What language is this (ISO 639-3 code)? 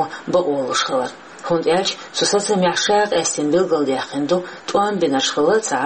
che